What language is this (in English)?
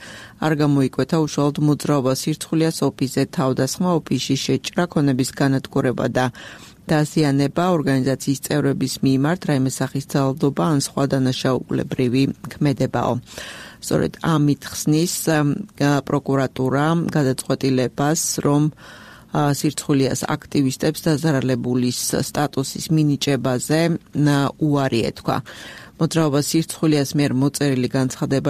Georgian